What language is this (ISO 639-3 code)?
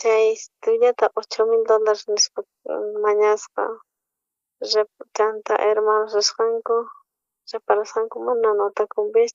quh